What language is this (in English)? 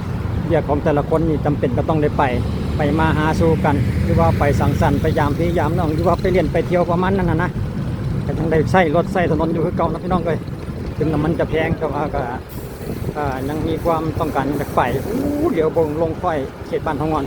Lao